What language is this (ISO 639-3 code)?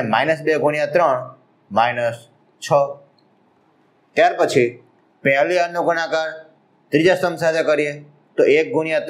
guj